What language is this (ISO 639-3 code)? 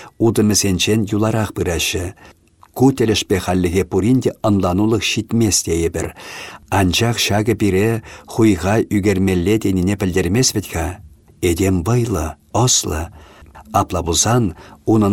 chv